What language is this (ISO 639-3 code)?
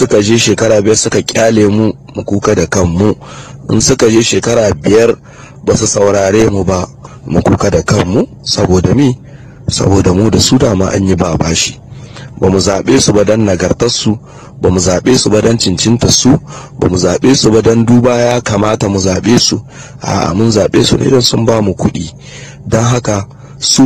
hau